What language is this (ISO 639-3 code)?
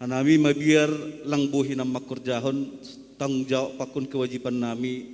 bts